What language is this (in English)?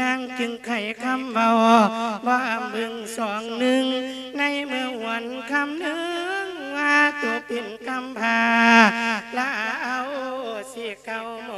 Lao